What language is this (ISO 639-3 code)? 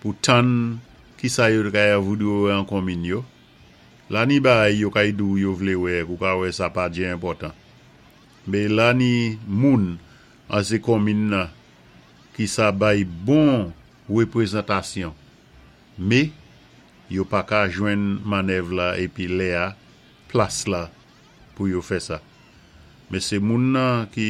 acf